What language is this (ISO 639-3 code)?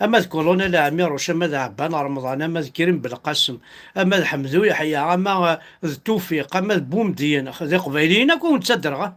kab